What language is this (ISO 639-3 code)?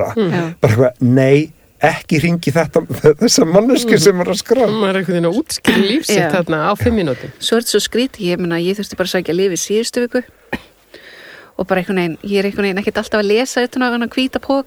isl